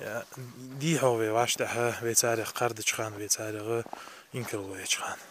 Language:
Ingush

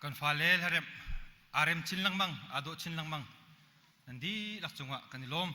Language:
Hakha Chin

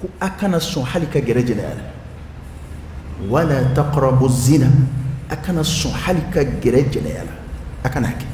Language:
Dyula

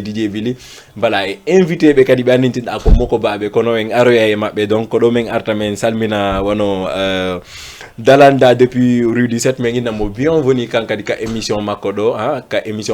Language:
Fula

